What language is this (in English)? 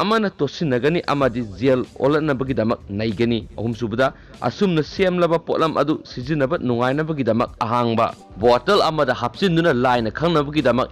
Manipuri